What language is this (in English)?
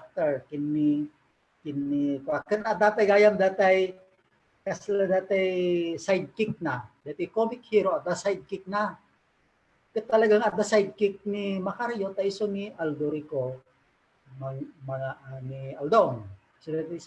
Iloko